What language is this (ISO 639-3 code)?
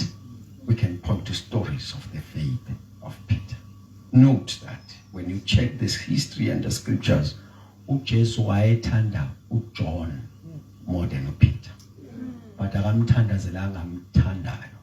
zul